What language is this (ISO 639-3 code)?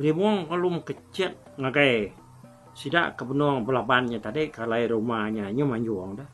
iba